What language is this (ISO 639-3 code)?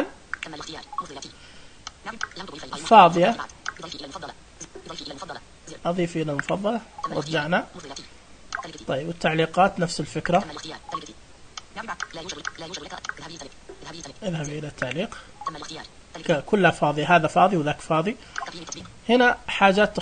ars